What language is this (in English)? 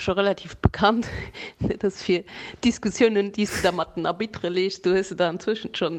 Luxembourgish